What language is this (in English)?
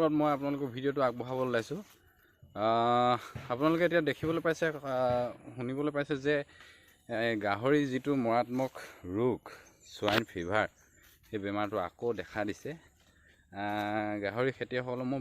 Assamese